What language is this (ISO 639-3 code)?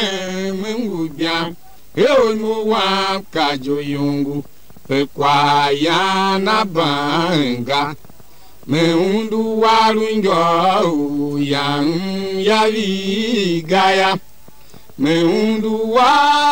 tiv